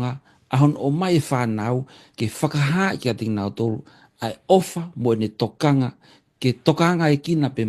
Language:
Tongan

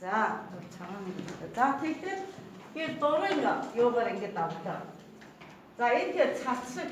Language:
Mongolian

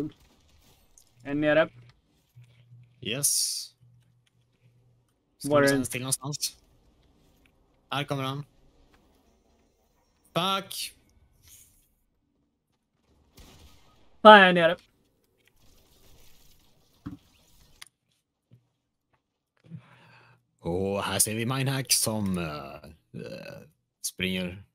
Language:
Swedish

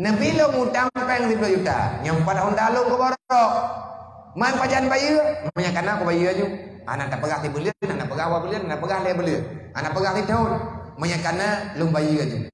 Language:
Achinese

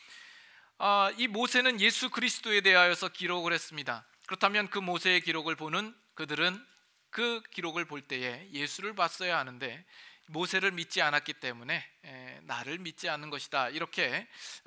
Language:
Korean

